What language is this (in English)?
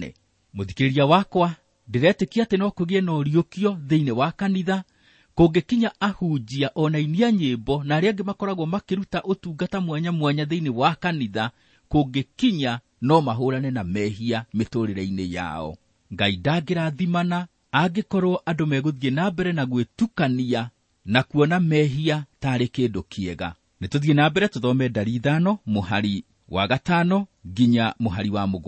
Kikuyu